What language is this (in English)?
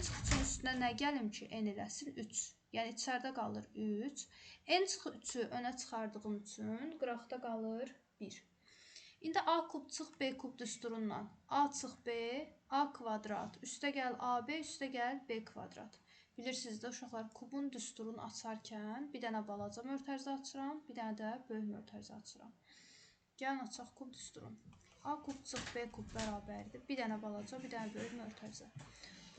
Azerbaijani